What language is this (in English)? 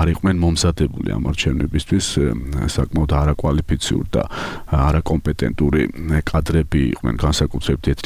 Georgian